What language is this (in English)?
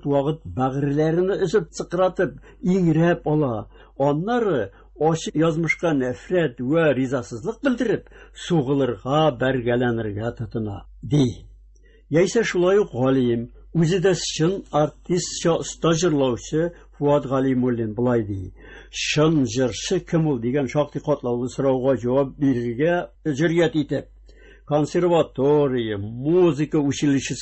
Tatar